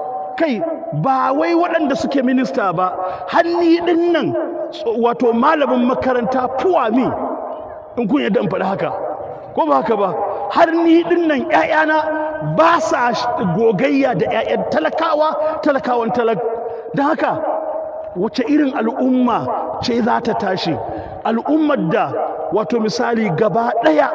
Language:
Hausa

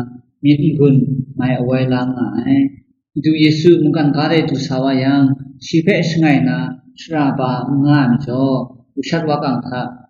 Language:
Kachin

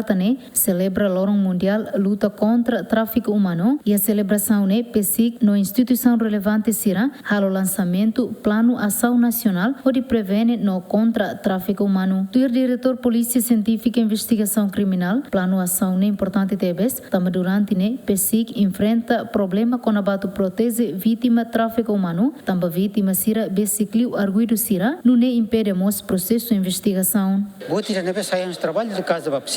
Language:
Tetum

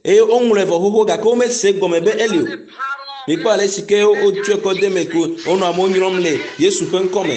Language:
Ewe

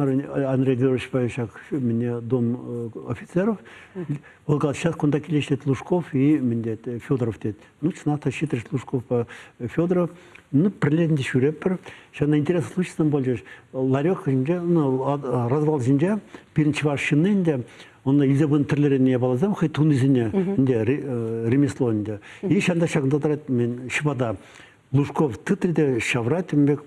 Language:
Chuvash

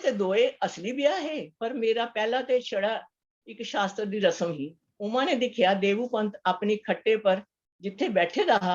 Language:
Dogri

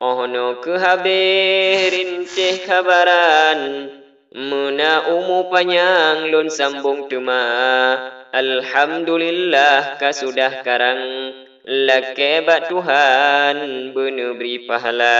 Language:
Achinese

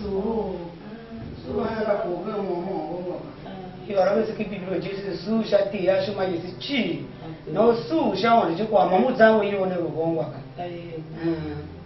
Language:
Tiv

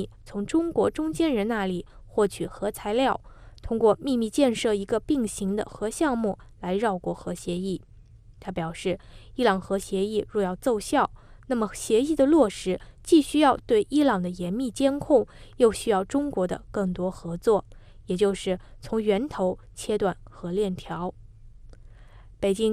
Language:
Chinese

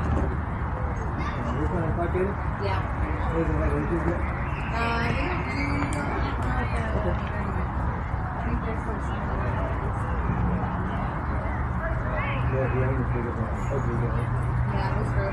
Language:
English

